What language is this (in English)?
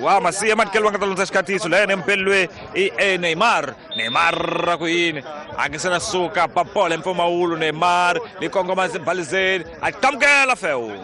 Tsonga